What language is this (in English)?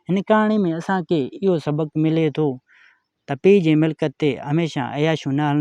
Sindhi